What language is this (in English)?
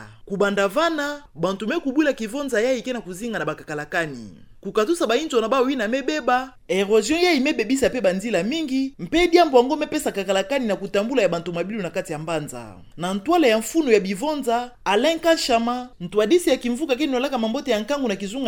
Kituba (Democratic Republic of Congo)